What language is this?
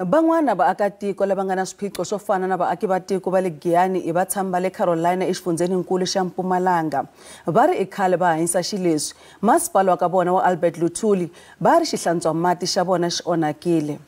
Tsonga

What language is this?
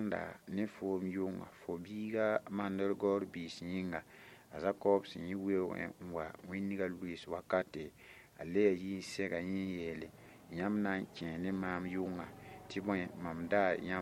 Mossi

